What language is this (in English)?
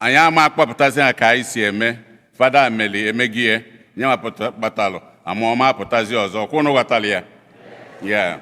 Igbo